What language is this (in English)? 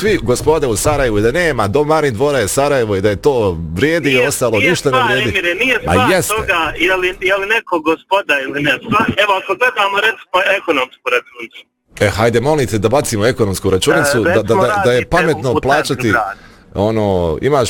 Bosnian